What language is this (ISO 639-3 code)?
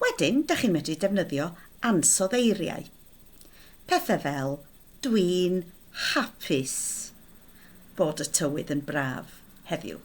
cym